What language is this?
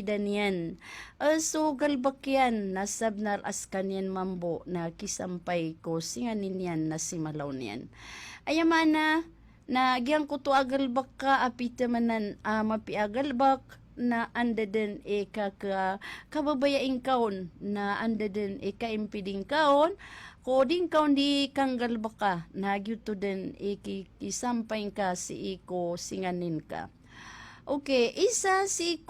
Maranao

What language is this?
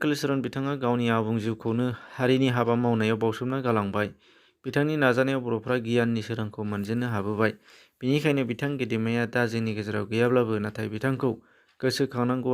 Bodo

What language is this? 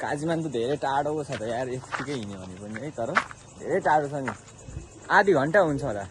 Nepali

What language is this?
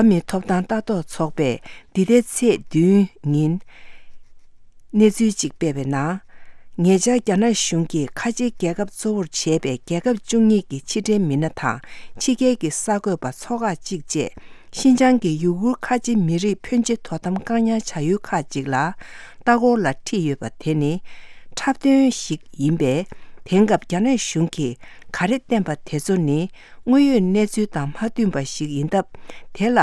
Tibetan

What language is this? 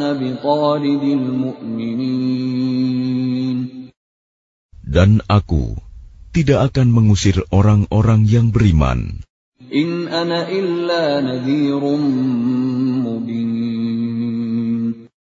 Indonesian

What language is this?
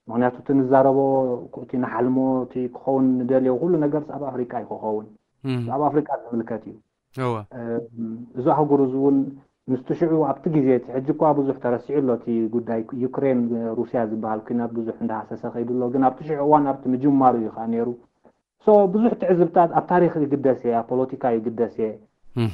Tigrinya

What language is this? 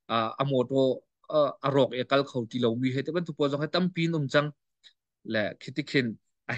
Hakha Chin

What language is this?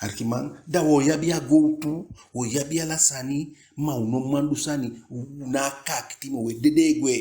Eastern Maroon Creole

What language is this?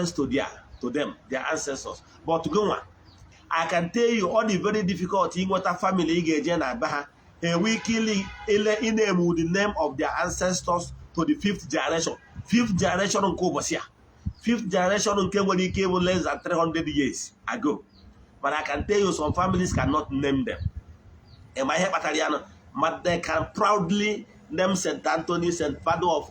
Igbo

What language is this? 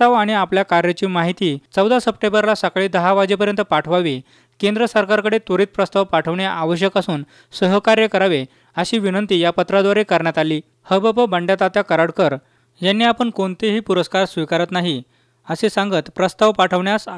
Marathi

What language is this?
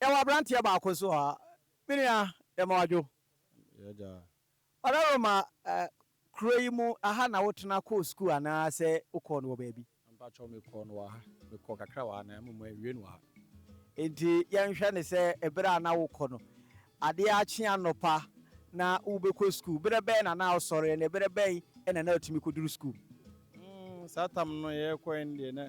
Akan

